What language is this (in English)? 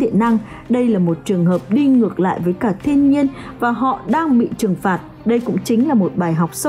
Vietnamese